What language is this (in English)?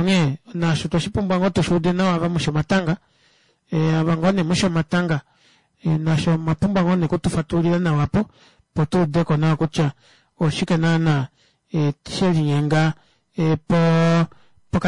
Kuanyama